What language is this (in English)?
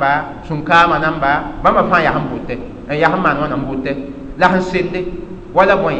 Mossi